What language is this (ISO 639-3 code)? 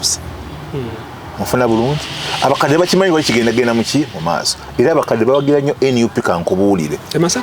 lug